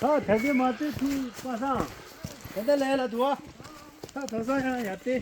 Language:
Tibetan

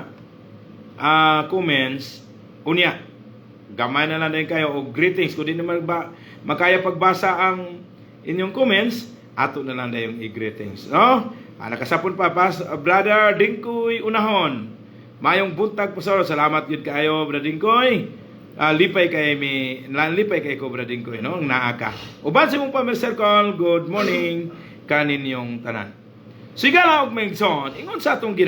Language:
Cebuano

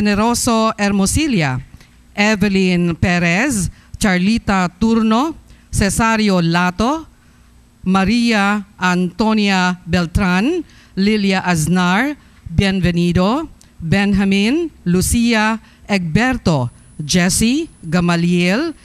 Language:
Cebuano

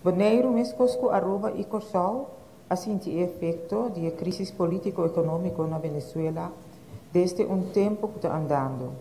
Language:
Papiamento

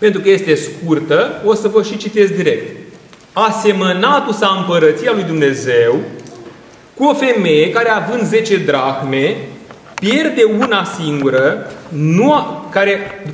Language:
Romanian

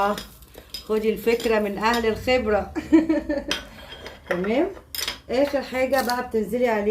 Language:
Egyptian Arabic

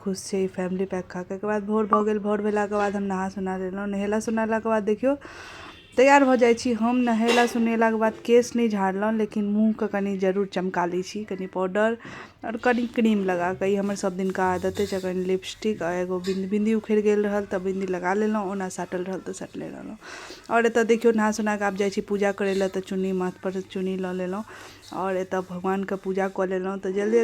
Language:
Maithili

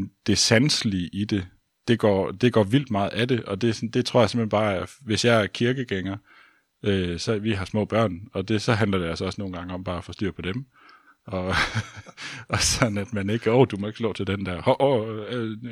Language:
Danish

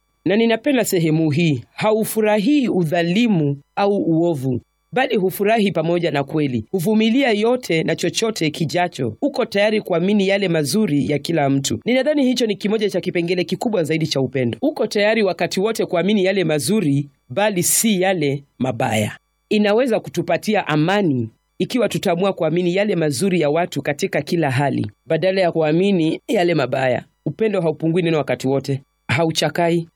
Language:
Swahili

